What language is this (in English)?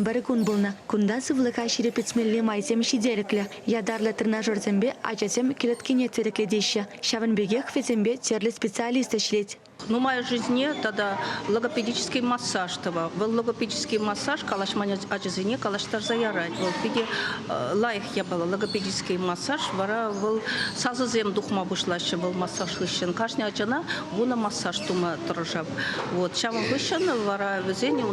Chuvash